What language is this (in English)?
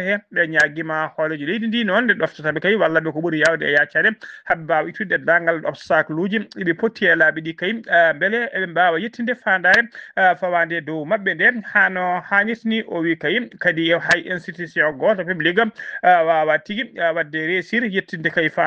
Fula